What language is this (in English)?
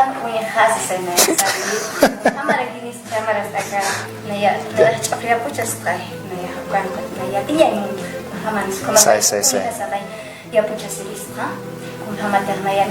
Aymara